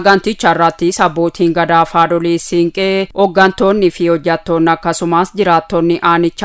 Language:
Oromo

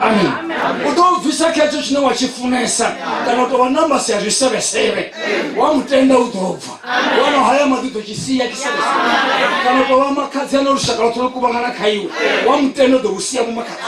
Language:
Venda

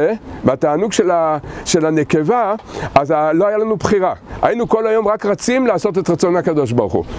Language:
Hebrew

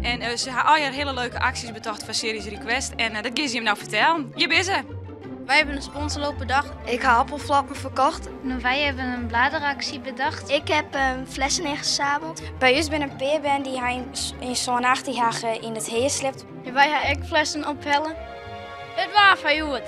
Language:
Western Frisian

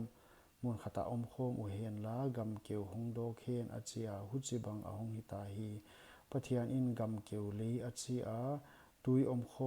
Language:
Paite Chin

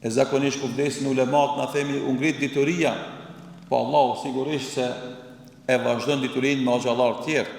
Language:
Albanian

